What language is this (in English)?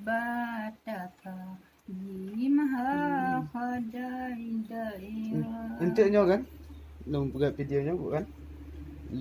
Achinese